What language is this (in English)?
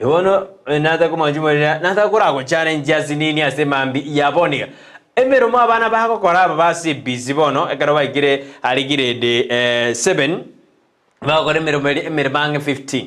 Gusii